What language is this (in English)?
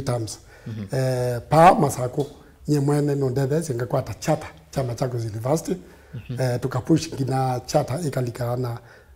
Kamba